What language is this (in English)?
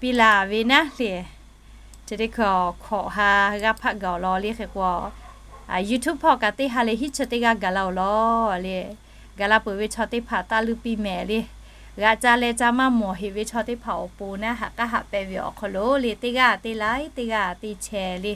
Lahu